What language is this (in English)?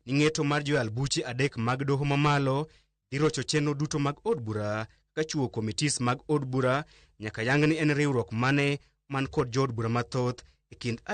Luo (Kenya and Tanzania)